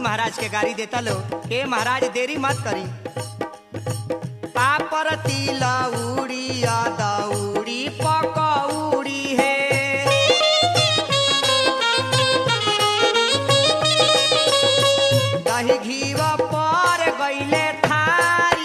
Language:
Bhojpuri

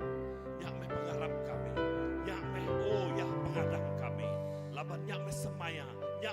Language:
Iban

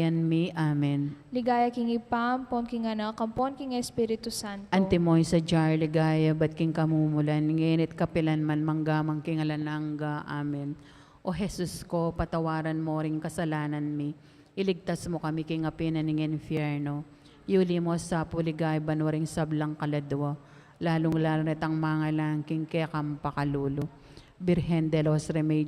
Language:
Pampanga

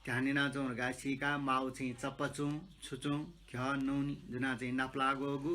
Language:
Newari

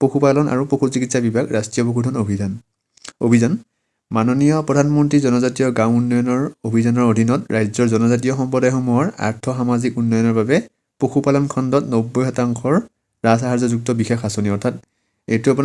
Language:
Assamese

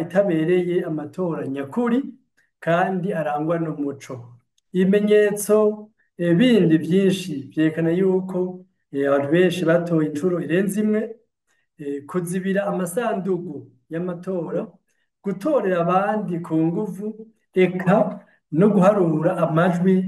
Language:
Rundi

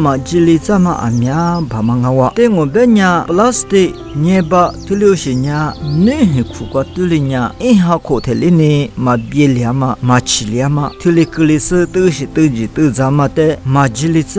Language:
Lisu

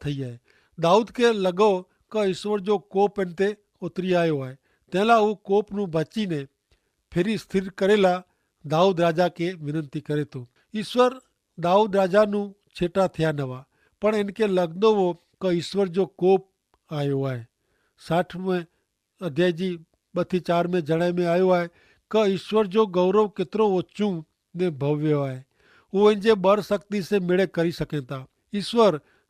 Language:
Kachhi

